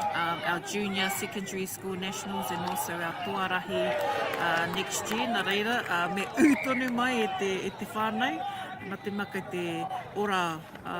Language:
Māori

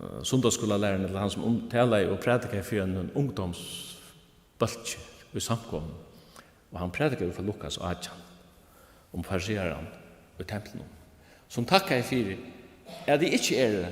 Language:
Faroese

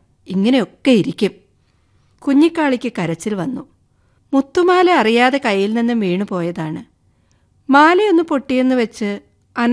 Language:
Malayalam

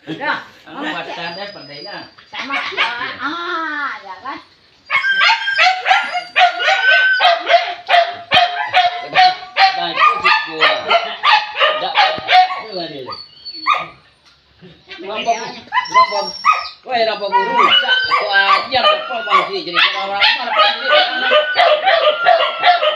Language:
Malay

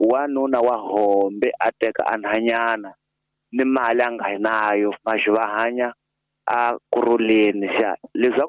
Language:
Tsonga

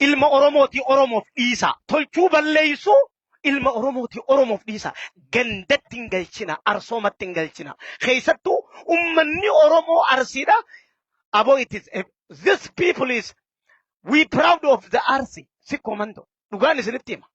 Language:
Oromo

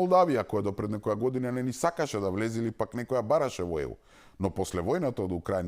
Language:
Macedonian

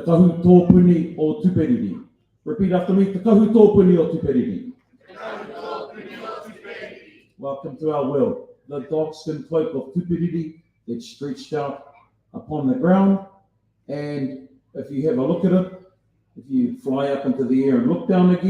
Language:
Māori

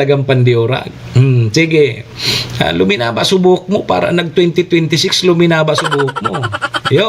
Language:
Bikol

